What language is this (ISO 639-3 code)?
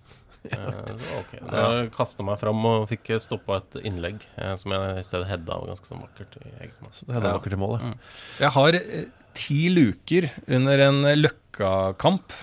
nor